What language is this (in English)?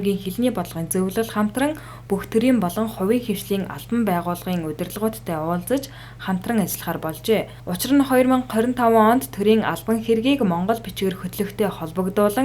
Mongolian